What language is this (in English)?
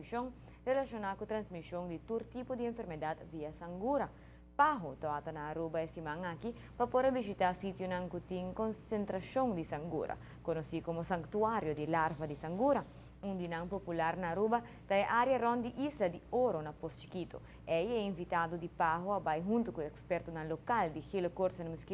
Papiamento